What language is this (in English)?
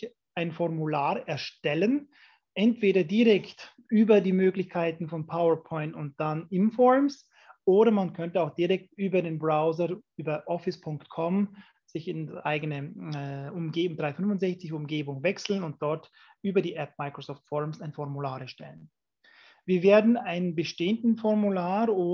German